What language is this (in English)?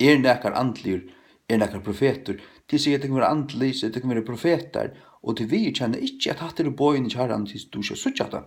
Faroese